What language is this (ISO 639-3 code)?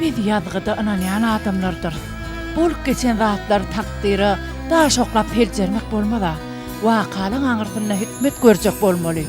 tuk